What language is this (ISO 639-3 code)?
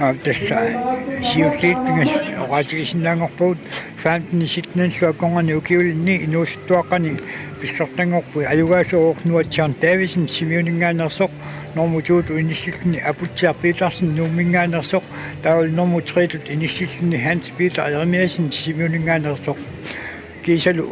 kal